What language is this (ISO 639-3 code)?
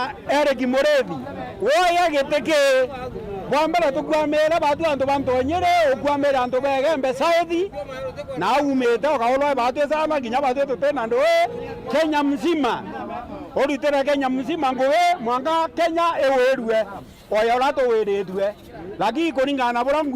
mer